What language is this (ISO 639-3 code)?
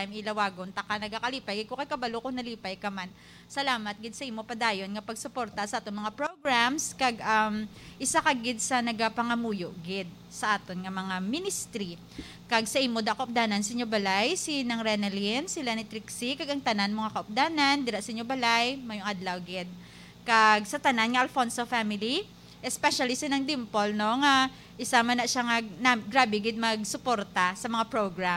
hil